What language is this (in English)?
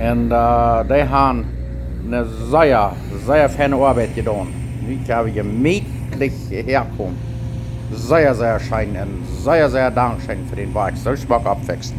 Plautdietsch